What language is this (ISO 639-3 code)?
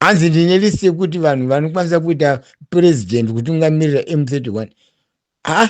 sna